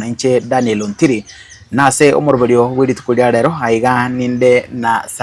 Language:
Gusii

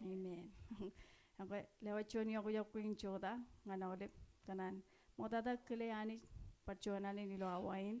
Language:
Marshallese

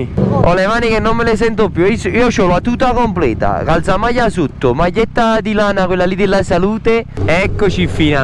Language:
Italian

